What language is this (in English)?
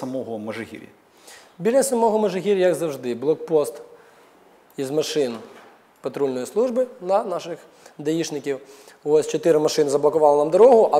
Ukrainian